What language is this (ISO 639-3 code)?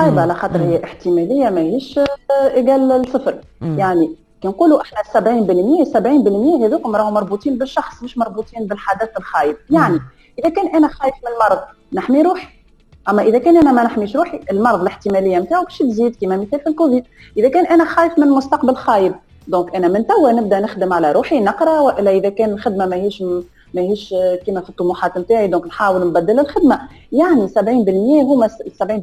aeb